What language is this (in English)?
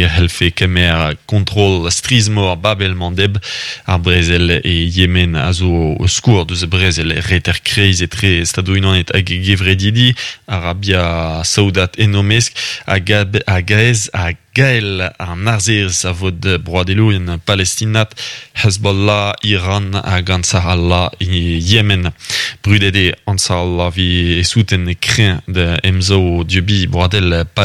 Breton